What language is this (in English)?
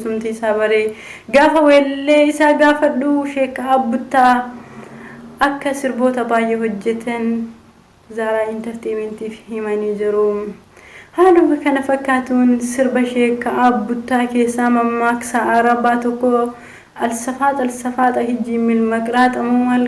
Oromo